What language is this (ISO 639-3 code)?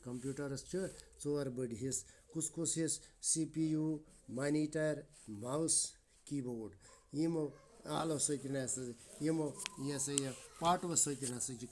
kas